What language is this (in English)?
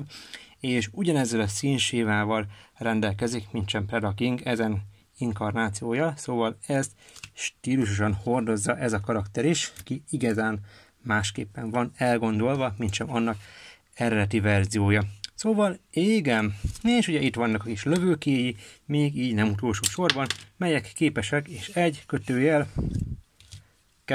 Hungarian